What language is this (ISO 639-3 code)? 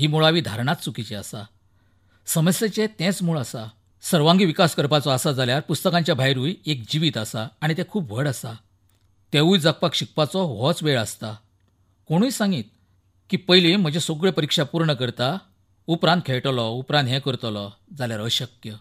kok